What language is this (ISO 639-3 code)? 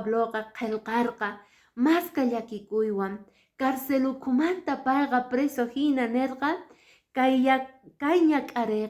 que